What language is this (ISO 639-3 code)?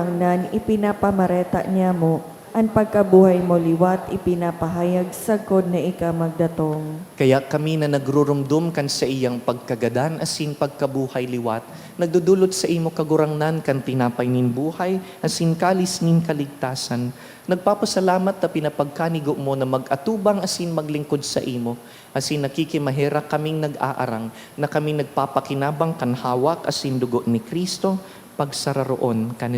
bik